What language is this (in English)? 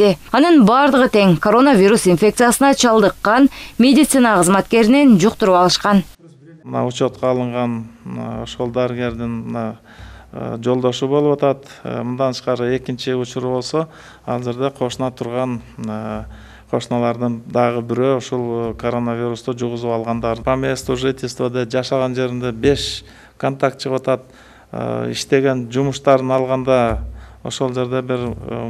Kyrgyz